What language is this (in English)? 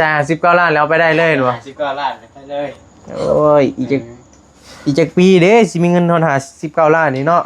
Northeastern Thai